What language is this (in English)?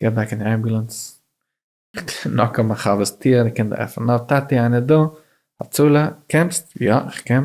Yiddish